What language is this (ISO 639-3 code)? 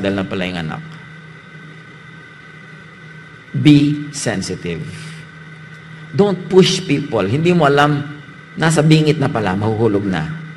fil